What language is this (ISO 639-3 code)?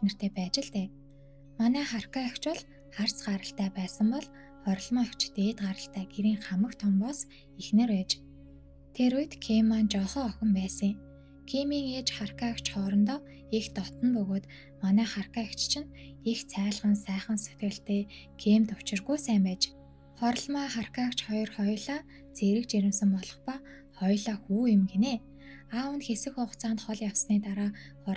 mon